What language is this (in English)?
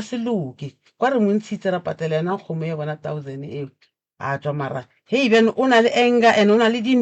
Northern Sotho